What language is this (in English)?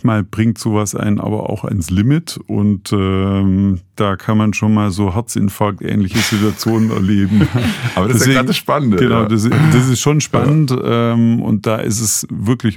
German